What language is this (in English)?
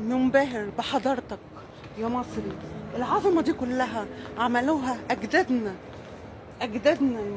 Egyptian Arabic